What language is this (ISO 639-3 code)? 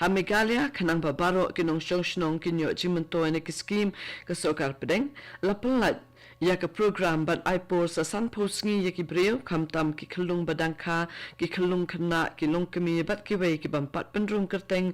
kha